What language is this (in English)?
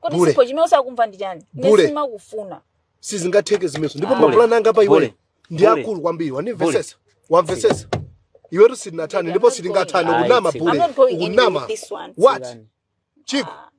Nyanja